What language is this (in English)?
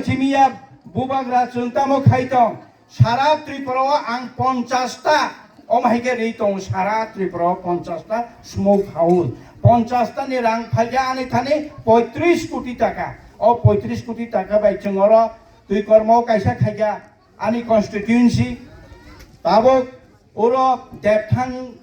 Kok Borok